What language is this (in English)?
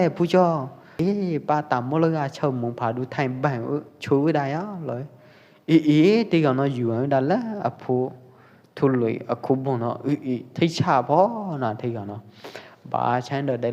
Pwo Eastern Karen